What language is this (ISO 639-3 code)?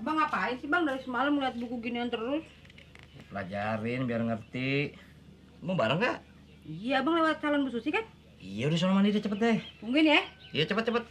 bew